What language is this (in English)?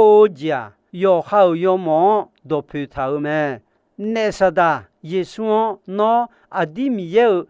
Akha